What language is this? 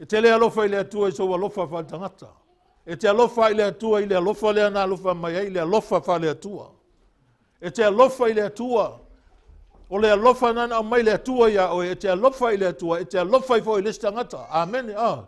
Samoan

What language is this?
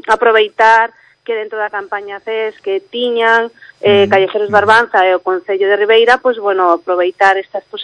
Galician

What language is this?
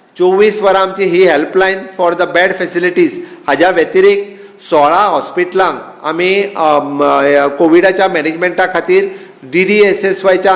Konkani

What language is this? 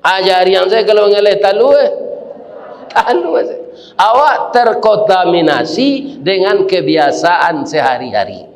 Minangkabau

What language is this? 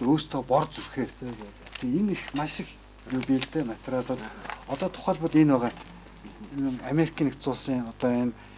Mongolian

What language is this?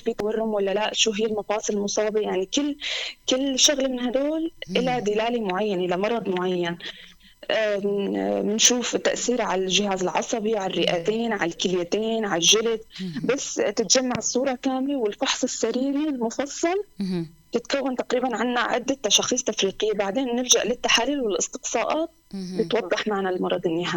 North Levantine Arabic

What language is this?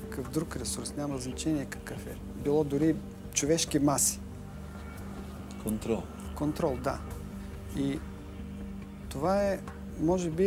Bulgarian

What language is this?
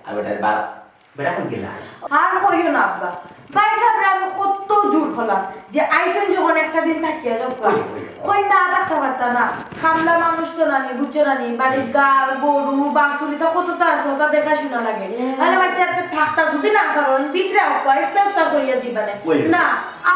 Sylheti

